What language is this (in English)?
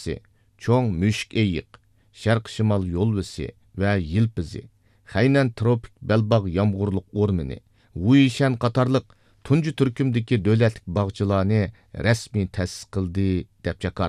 Uyghur